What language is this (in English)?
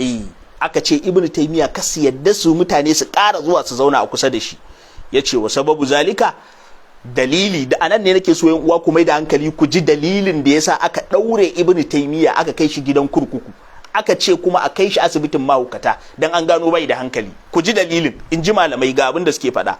Hausa